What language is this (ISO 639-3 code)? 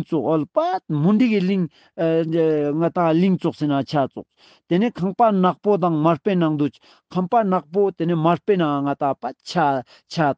lbj